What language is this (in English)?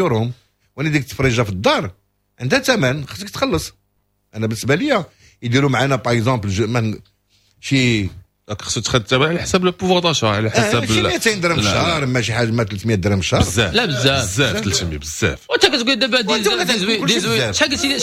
Moroccan Arabic